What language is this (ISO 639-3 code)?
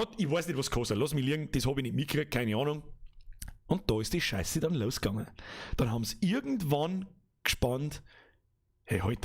bar